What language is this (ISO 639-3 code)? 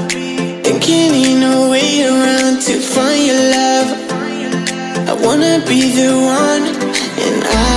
nld